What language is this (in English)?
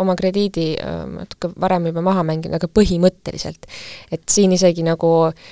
Estonian